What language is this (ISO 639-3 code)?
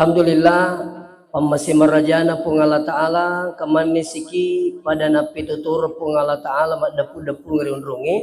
bug